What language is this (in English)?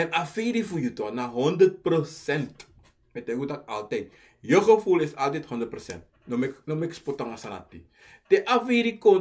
Sranan Tongo